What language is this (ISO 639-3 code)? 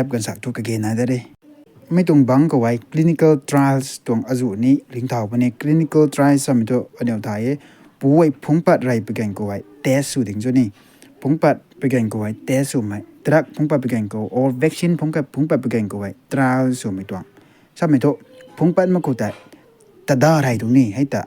nbu